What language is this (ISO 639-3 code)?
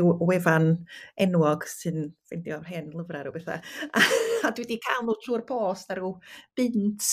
cym